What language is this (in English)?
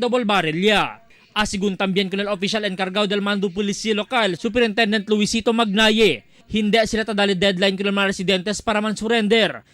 Chavacano